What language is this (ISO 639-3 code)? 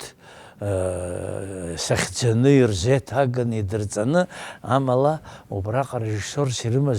abk